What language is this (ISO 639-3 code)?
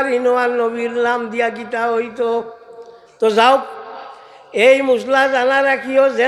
syl